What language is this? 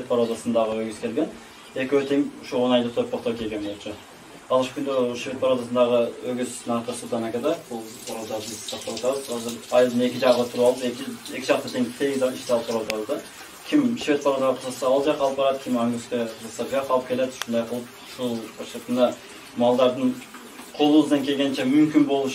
Kyrgyz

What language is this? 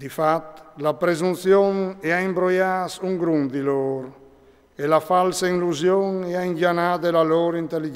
Friulian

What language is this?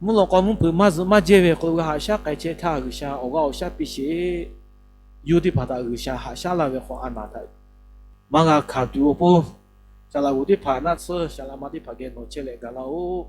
Lahu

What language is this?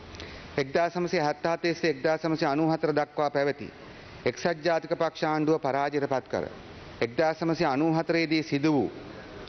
Sinhala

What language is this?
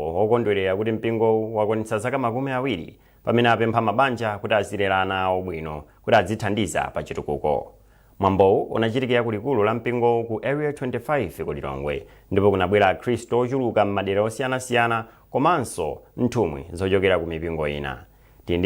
Nyanja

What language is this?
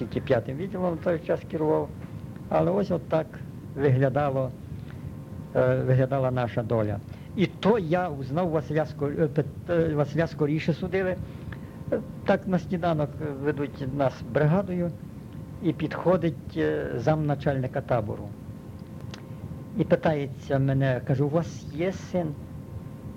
Ukrainian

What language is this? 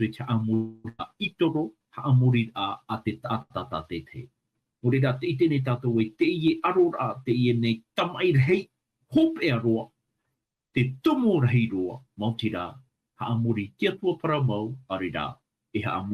Tahitian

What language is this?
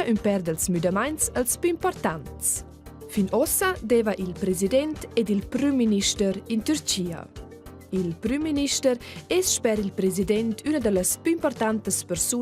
Romansh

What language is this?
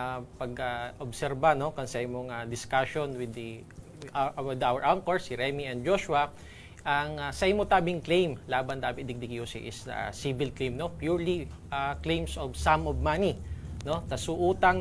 Bikol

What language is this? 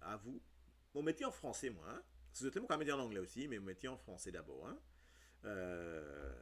Morisyen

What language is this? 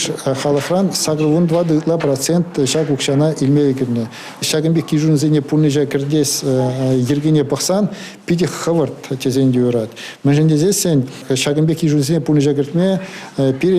Chuvash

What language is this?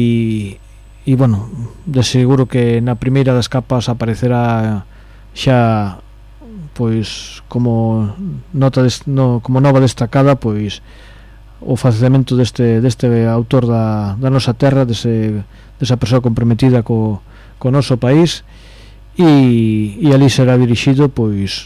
Galician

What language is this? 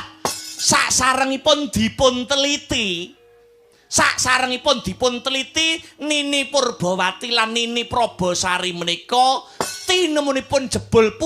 Javanese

